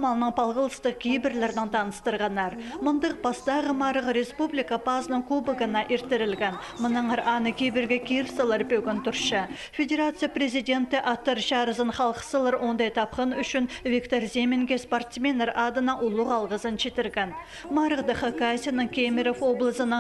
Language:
Khakas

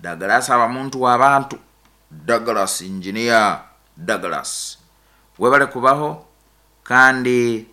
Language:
Nyankole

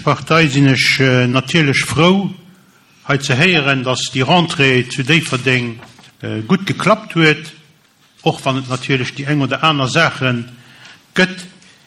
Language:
Luxembourgish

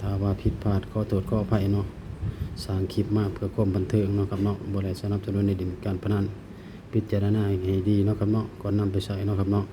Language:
Northeastern Thai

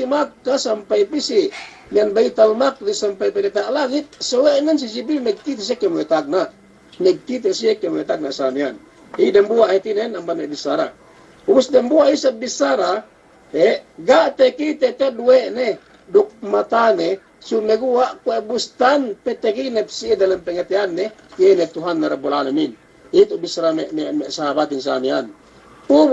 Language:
Yakan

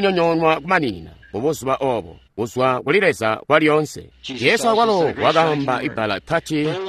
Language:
Tonga (Zambia)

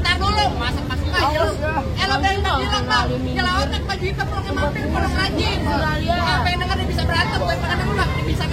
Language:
Betawi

